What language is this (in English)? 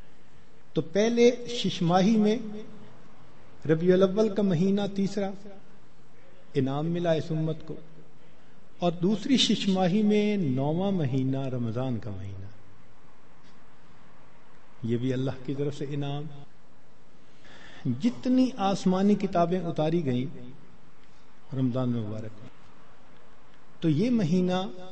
Urdu